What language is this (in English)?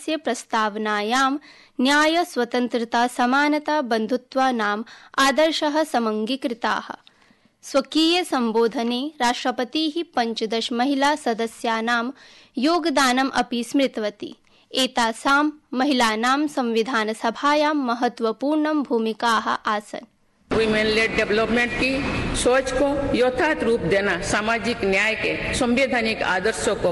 Sanskrit